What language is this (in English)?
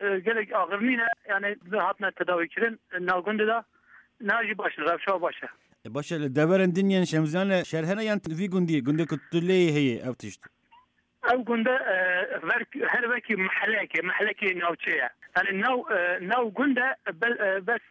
Kurdish